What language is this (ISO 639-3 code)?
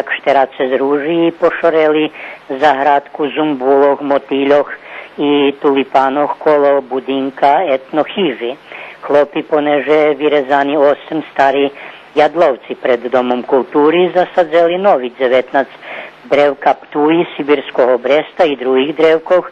rue